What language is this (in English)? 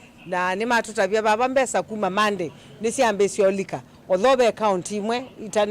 Kamba